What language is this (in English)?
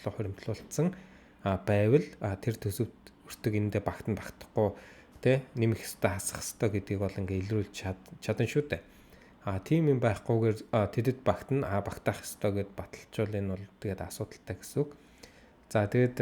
Mongolian